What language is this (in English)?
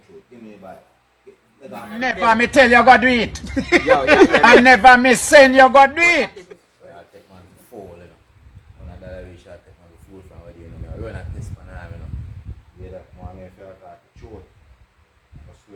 Jamaican Creole English